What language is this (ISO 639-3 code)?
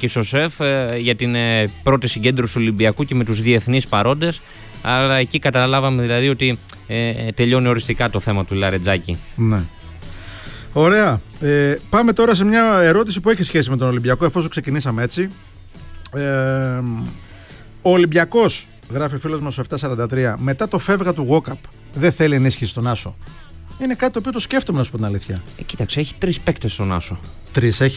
ell